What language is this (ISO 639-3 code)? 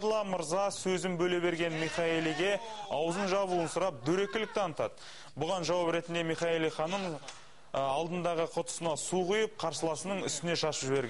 kaz